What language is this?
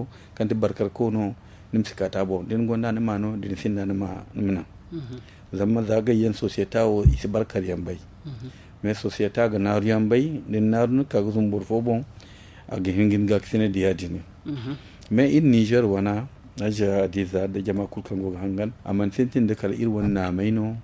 Zarma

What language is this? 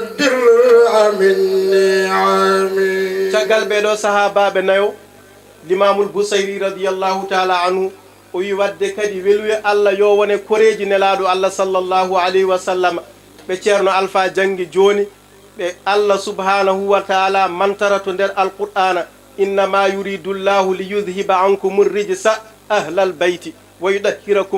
Fula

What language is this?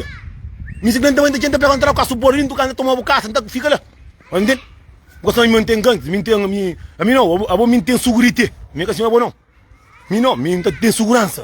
Kabuverdianu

